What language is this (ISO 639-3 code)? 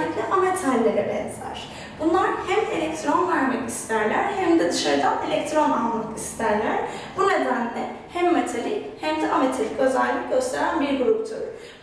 tur